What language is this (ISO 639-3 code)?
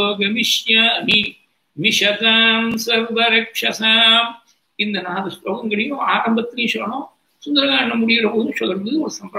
tam